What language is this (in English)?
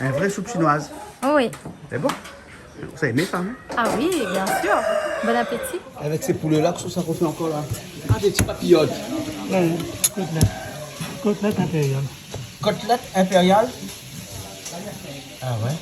Réunion Creole French